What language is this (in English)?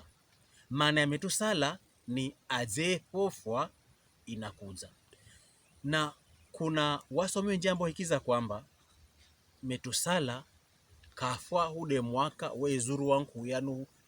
Pokomo